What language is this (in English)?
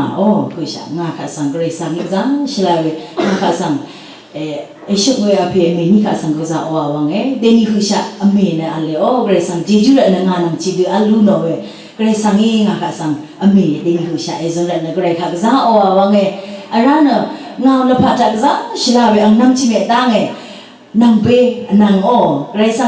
Rawang